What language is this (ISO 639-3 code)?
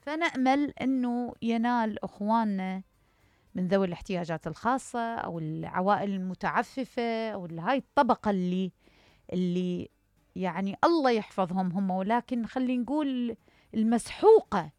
acm